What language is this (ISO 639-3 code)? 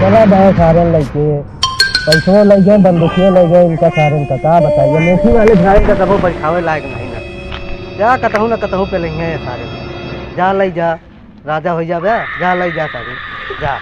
awa